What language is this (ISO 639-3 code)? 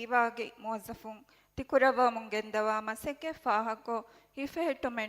div